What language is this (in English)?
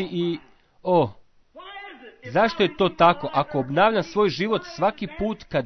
Croatian